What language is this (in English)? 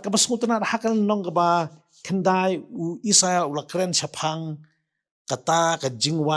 Khasi